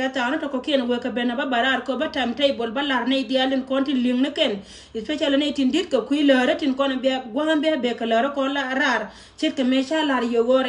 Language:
Nuer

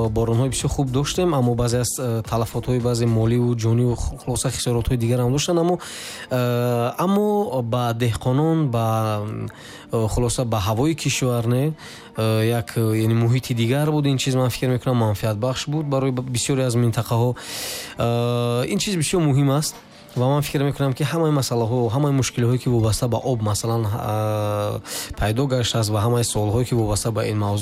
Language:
Tajik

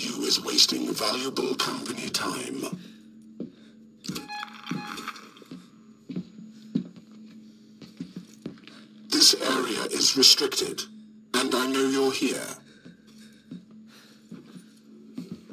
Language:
English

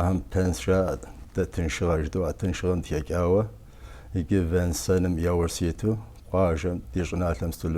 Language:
Kabardian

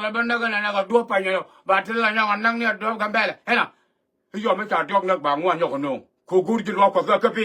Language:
Nuer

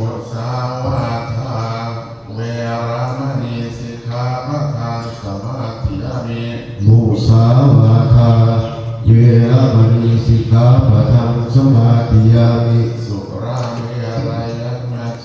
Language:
Pali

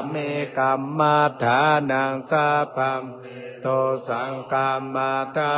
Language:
Pali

